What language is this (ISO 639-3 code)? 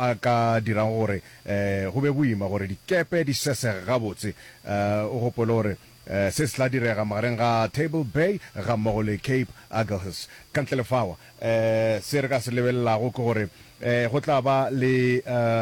nso